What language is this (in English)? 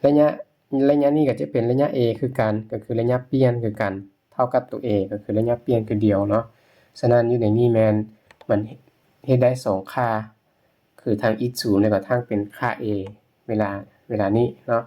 Lao